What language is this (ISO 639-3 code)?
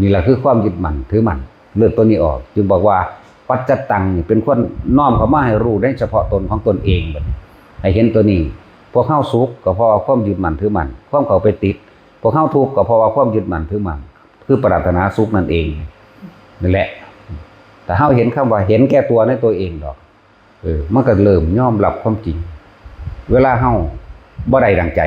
tts